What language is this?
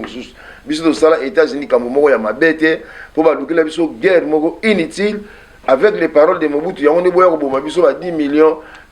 Lingala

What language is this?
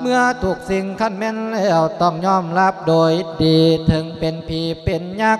Lao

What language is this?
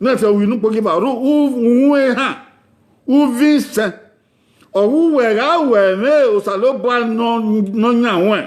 Bini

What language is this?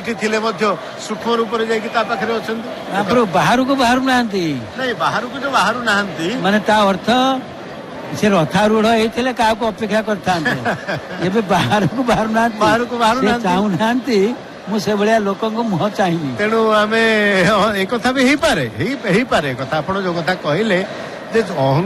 Odia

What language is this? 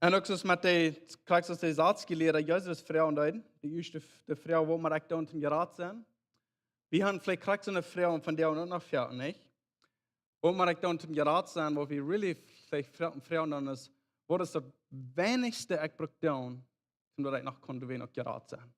Plautdietsch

